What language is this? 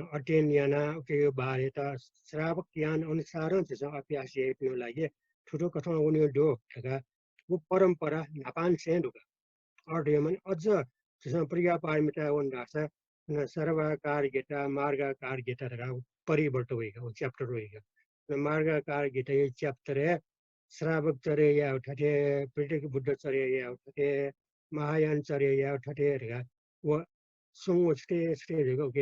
Newari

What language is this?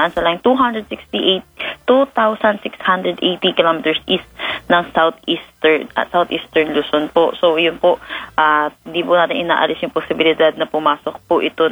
Filipino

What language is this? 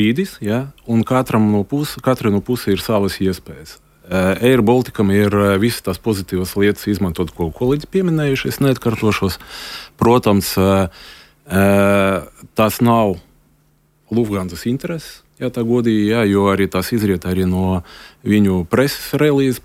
Latvian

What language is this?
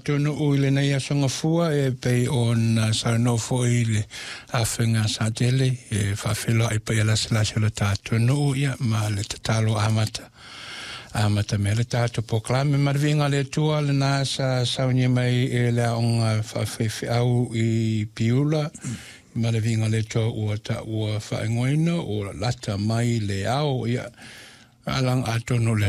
Samoan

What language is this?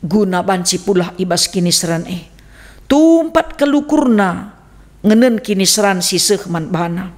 Batak Karo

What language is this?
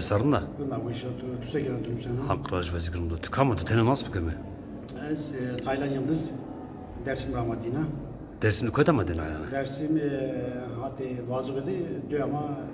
Zaza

